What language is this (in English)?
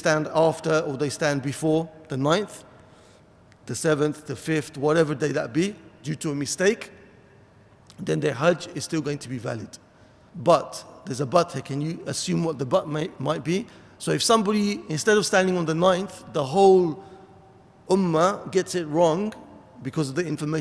English